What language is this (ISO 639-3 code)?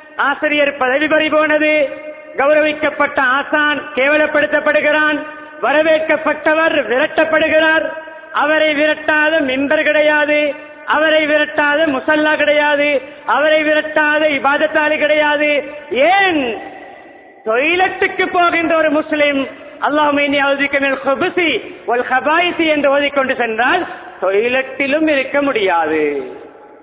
tam